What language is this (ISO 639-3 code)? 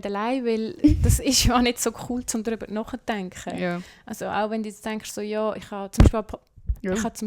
gsw